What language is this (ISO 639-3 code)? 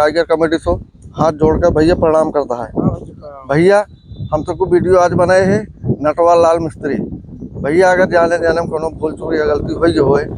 awa